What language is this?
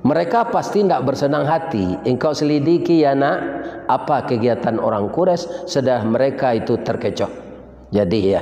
Minangkabau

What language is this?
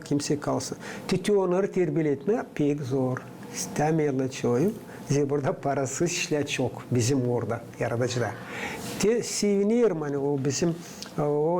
Gagauz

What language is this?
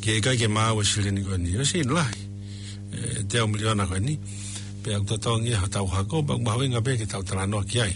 Tongan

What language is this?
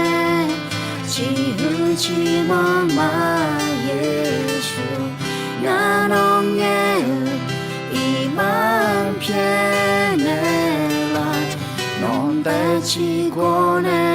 Akha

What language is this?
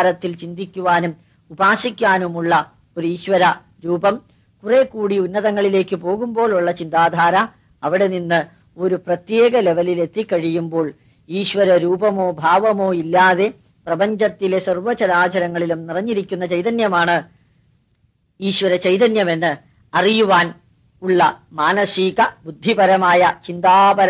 Malayalam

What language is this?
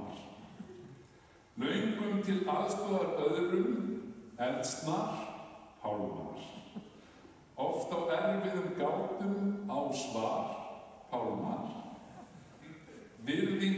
Icelandic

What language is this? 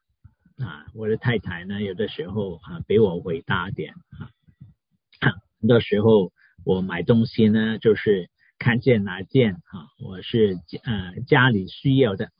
Chinese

